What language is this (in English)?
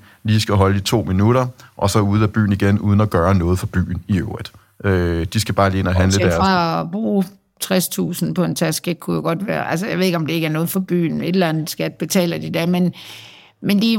Danish